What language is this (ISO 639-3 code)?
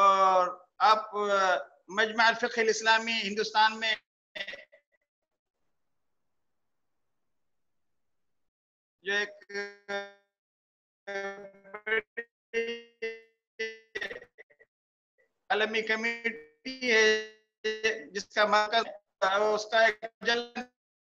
urd